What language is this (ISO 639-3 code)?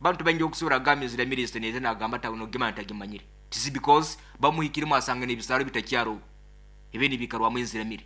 nyo